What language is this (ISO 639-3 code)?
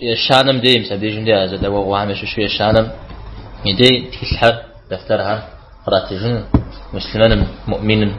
kbd